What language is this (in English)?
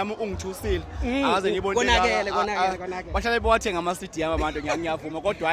Zulu